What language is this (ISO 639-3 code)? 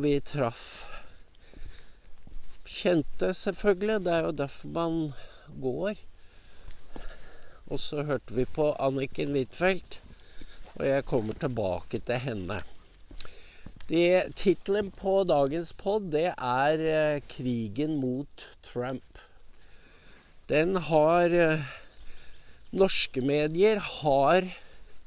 nor